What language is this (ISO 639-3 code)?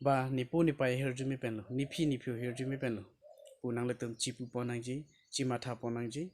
mjw